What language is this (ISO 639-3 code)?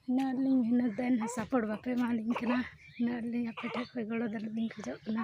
sat